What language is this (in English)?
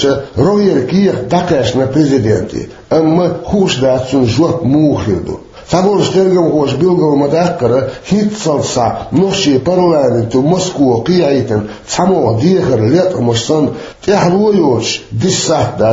Chechen